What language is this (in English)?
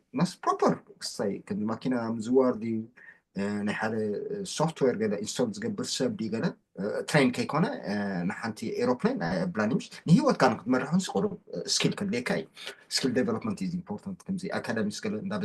Tigrinya